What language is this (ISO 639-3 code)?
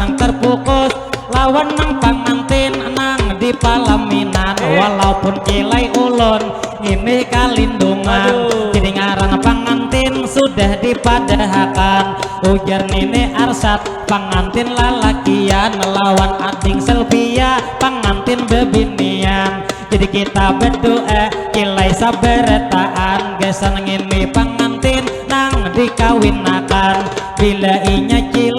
bjn